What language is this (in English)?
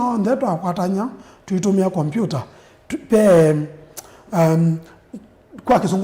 Kamba